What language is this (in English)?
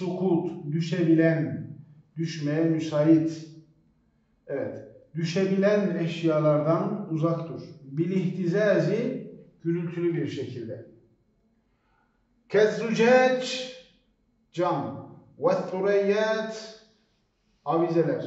Turkish